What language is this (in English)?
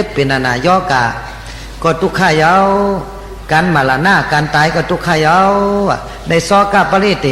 Shan